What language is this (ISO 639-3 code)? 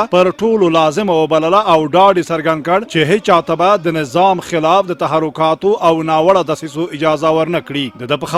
pus